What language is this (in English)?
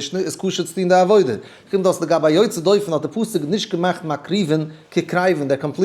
Yiddish